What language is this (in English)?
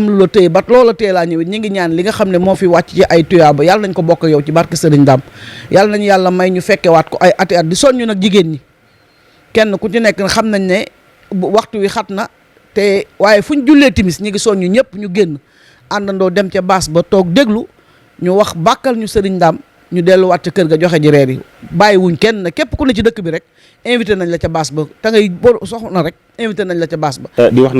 Wolof